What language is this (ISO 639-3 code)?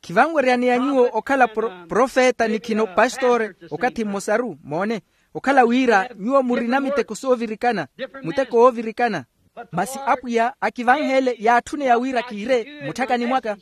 vmw